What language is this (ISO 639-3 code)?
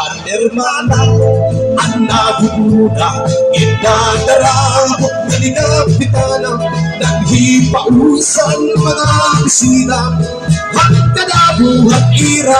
war